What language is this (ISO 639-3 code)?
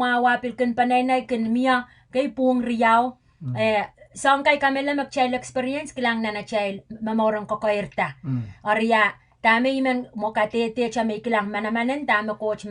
pon